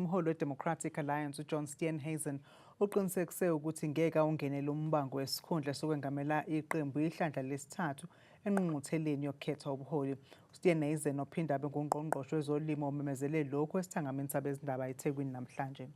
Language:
Zulu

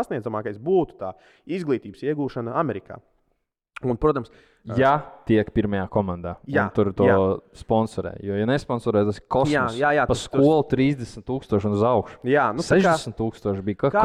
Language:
Latvian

